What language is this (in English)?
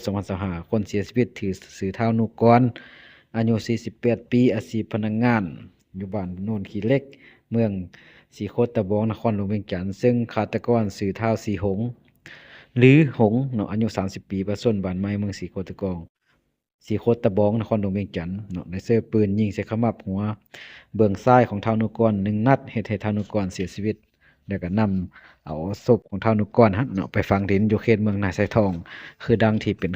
Lao